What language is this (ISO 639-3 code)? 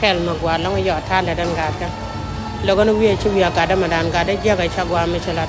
nus